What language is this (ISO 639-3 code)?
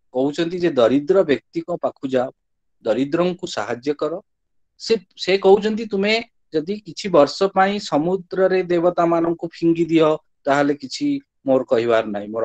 ori